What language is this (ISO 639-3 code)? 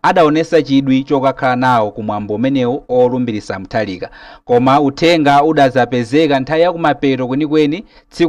nya